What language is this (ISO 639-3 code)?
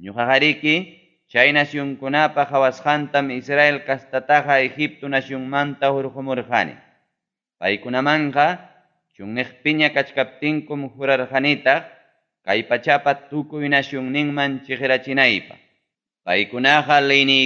quy